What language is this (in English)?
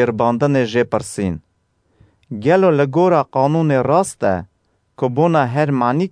Kurdish